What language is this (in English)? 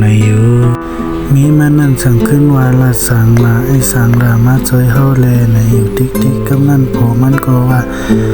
Shan